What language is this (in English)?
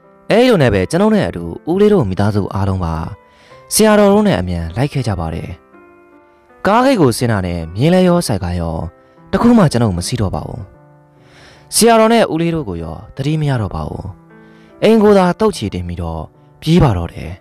Burmese